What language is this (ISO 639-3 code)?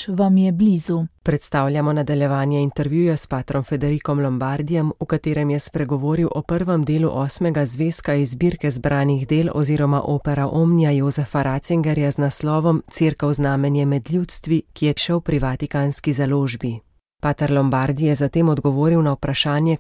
slv